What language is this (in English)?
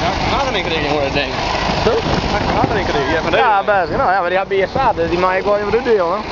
Western Frisian